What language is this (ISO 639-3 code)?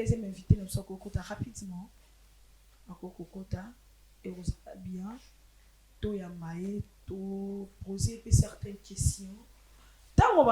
lin